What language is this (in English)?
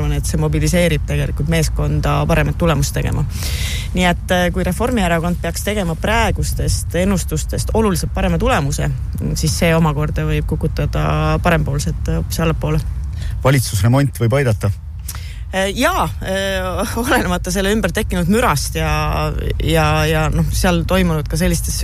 Estonian